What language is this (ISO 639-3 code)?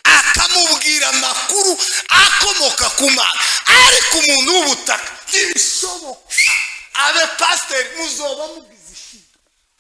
kin